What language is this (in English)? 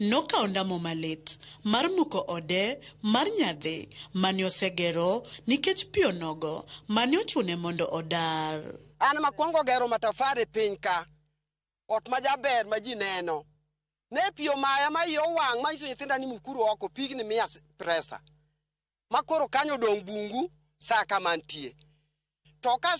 Luo (Kenya and Tanzania)